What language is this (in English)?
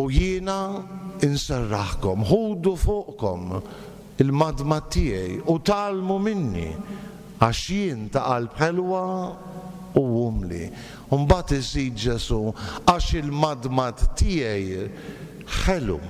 Maltese